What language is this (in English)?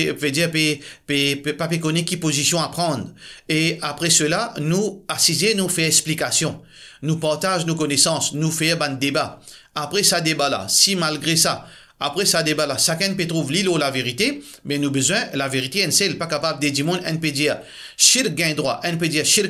Morisyen